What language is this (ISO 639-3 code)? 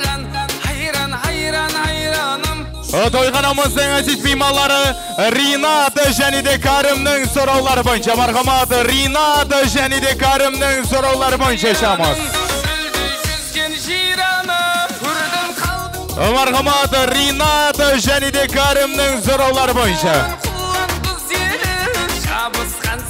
kaz